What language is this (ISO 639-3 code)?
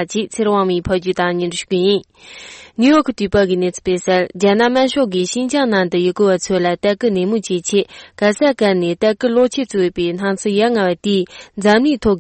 bod